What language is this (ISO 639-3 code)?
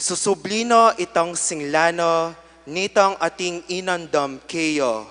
pam